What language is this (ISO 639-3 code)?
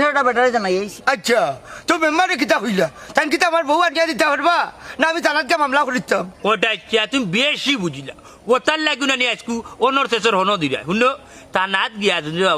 syl